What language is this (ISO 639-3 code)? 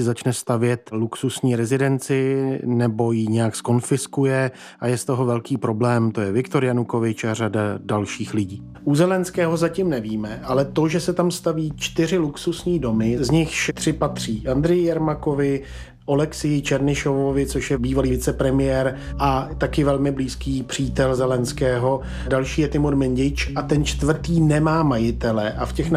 ces